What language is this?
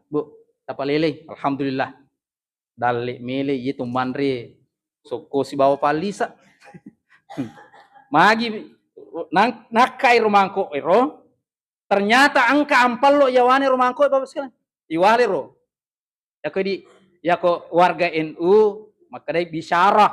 Buginese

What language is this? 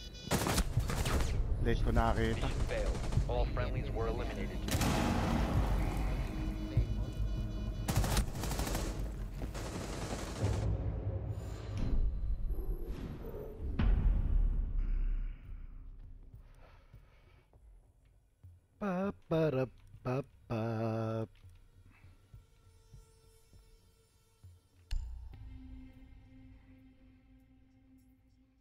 Filipino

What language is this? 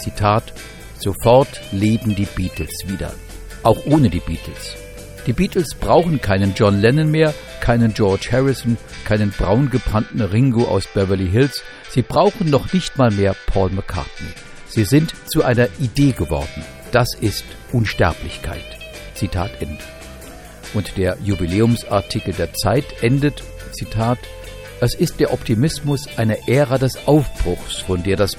German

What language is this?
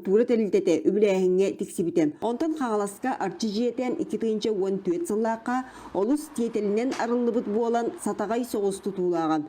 Yakut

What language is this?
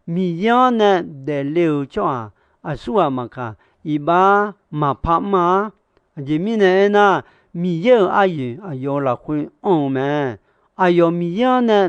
Akha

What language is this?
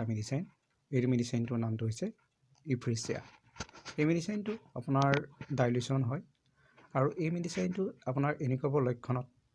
Assamese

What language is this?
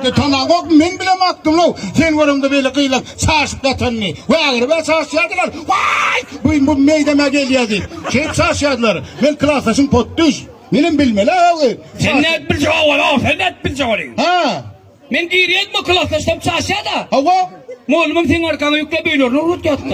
Turkmen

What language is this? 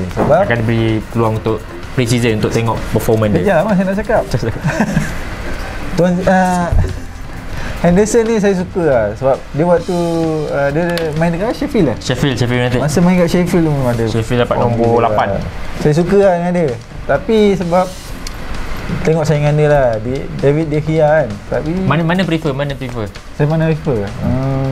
Malay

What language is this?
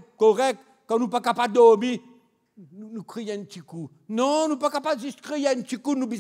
Morisyen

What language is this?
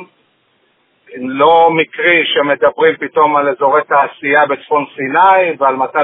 Hebrew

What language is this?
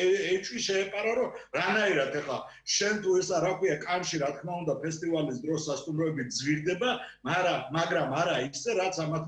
Georgian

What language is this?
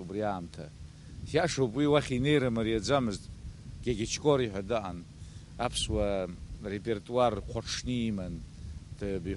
Abkhazian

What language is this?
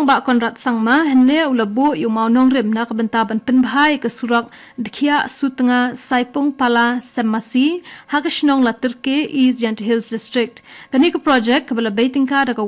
Khasi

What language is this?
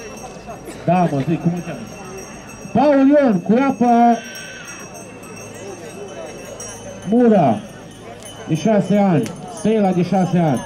Romanian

